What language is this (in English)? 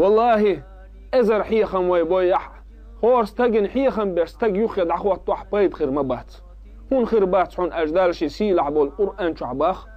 Chechen